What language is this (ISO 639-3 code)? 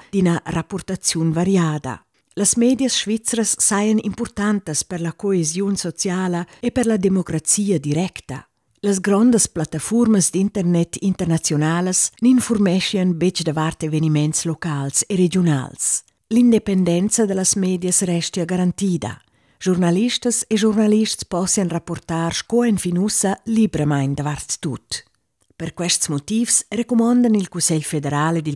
roh